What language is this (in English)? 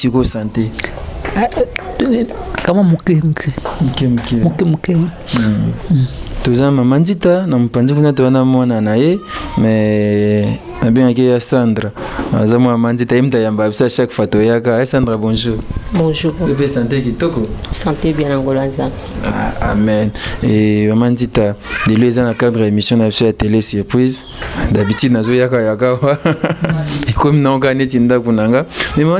Lingala